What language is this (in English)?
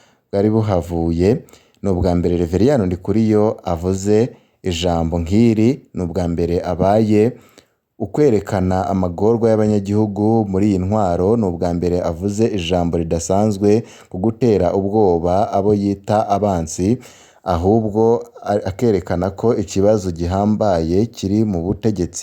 Rundi